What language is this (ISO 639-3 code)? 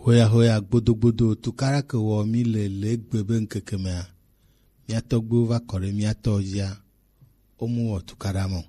gej